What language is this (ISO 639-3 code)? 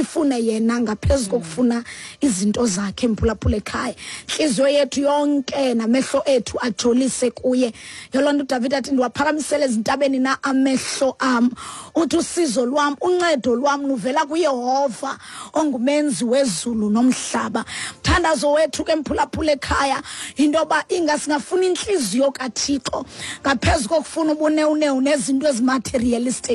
xho